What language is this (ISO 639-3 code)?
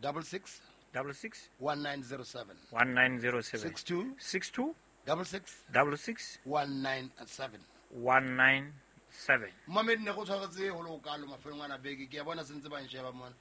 sot